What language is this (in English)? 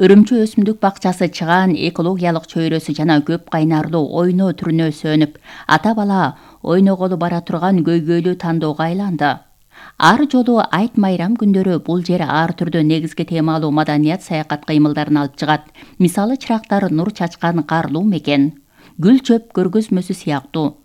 Kyrgyz